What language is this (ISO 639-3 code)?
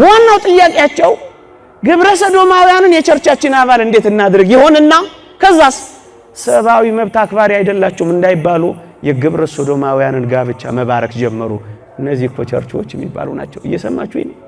amh